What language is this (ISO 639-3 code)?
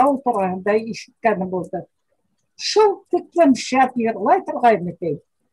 bak